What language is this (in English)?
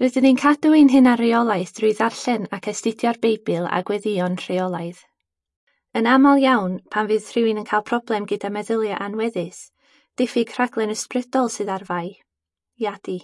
Welsh